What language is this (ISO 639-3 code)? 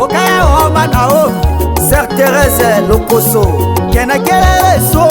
tll